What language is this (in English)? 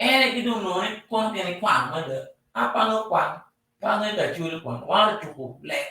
Acoli